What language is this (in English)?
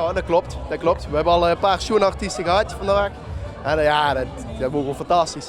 Limburgish